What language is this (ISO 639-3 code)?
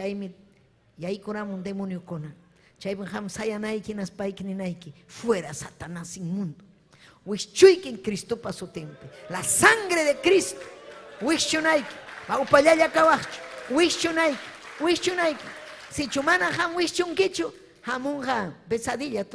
quy